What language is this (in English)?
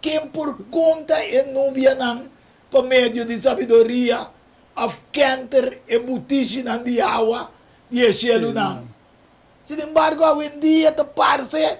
Papiamento